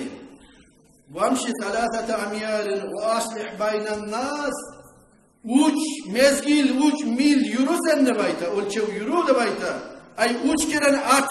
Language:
Kumyk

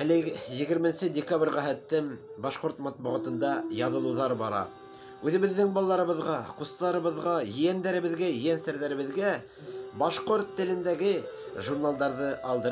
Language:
Bashkir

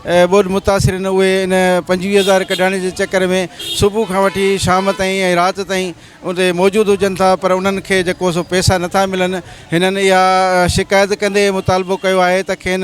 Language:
Sindhi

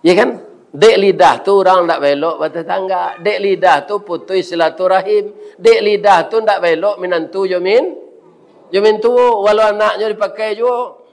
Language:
Minangkabau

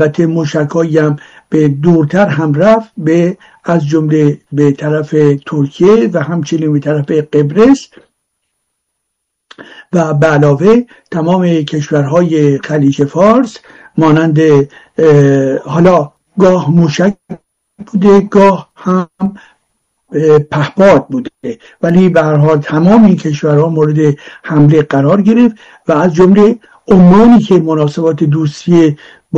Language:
Persian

